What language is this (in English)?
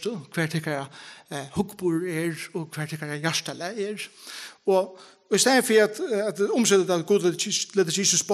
Faroese